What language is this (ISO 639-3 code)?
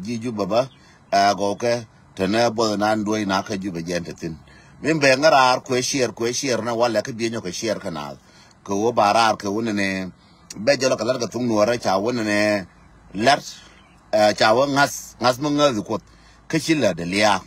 nus